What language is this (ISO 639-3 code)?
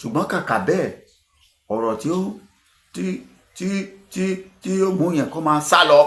yor